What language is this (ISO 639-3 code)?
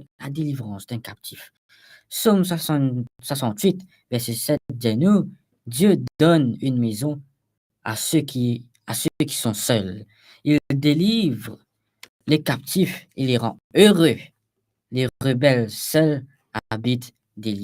mfe